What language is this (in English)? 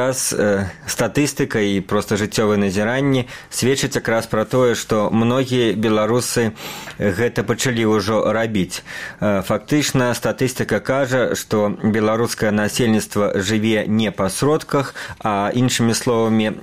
Belarusian